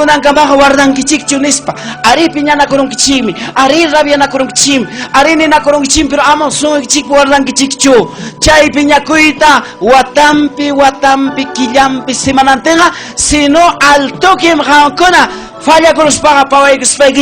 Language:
Ayacucho Quechua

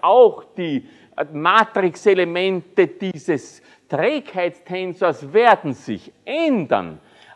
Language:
German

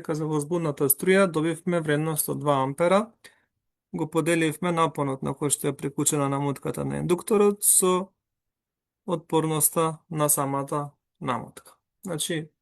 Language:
Macedonian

